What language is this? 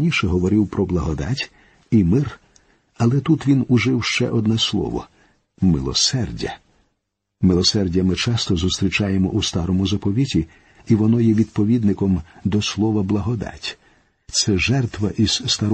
Ukrainian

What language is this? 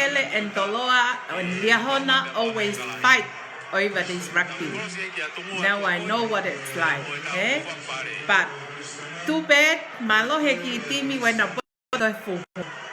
Tongan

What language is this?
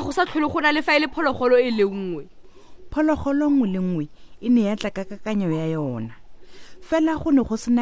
Tswana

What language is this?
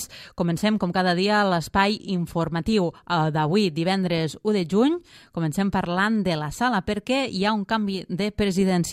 Catalan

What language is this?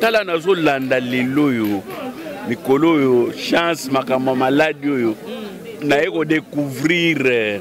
Lingala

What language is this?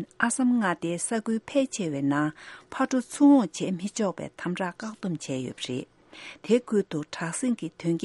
Tibetan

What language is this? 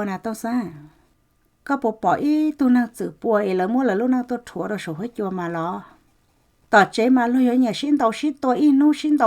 Hmong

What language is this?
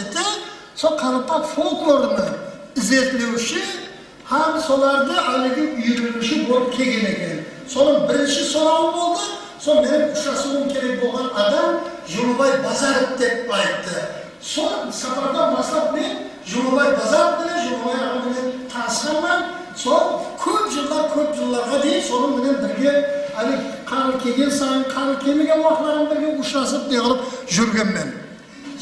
Kara-Kalpak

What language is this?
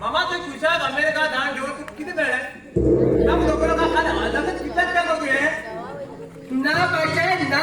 Konkani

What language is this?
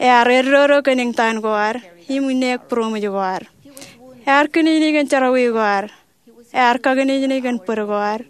Marshallese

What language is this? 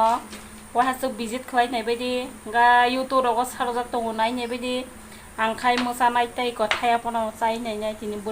Kok Borok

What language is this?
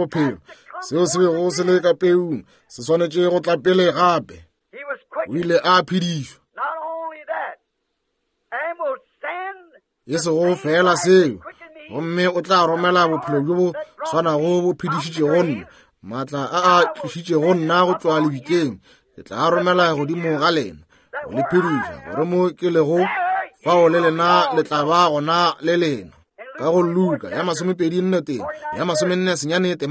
Northern Sotho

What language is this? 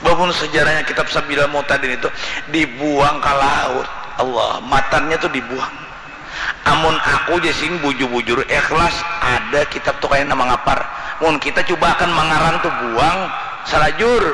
Banjar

